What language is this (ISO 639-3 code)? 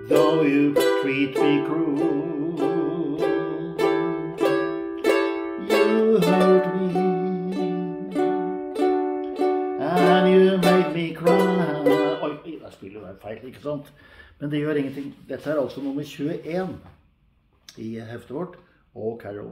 nor